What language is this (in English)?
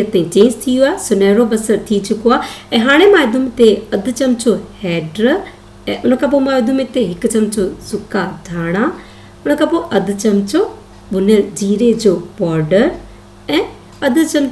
Sindhi